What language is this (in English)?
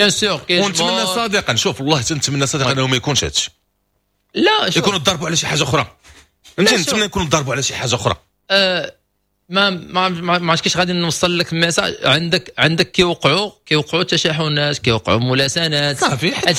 Moroccan Arabic